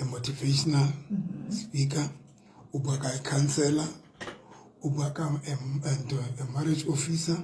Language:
Southern Sotho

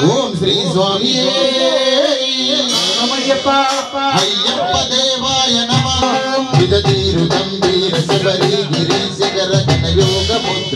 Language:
Telugu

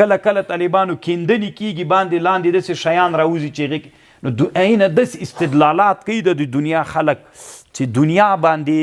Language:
Pashto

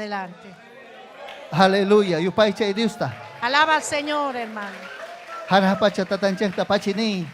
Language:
Ayacucho Quechua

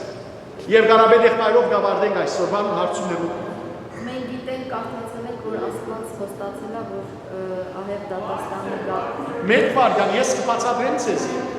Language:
Western Armenian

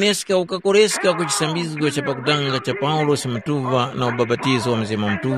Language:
Tumbuka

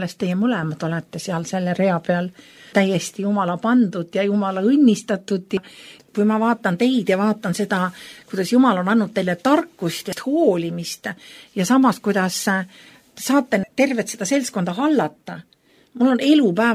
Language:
Estonian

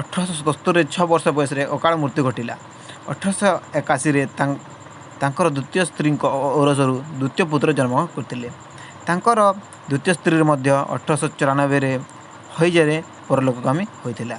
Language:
Odia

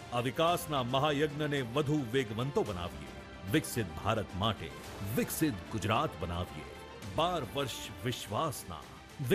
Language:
Gujarati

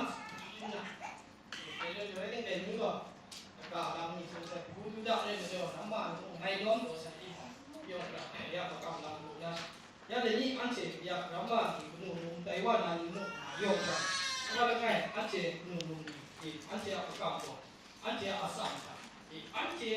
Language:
Kachin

